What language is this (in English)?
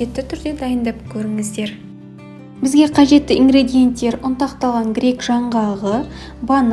Kazakh